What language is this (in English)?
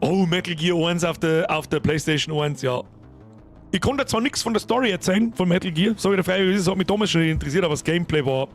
Bavarian